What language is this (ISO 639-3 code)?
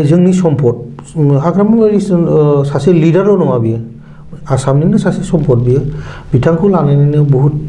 brx